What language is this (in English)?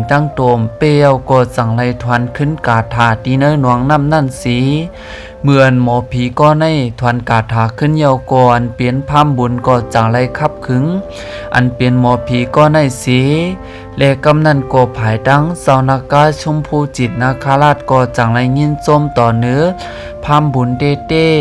Shan